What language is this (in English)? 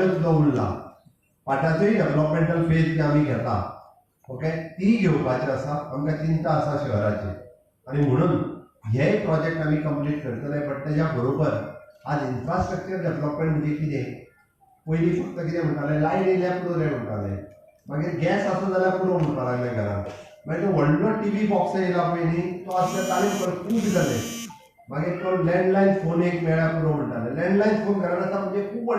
Konkani